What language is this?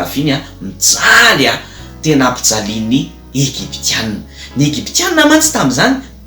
Malagasy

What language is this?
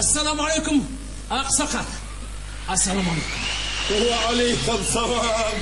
Chechen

